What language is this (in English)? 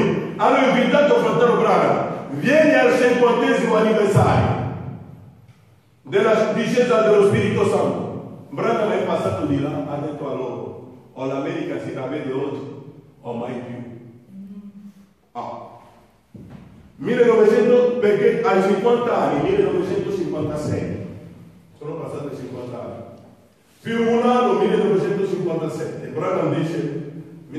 Italian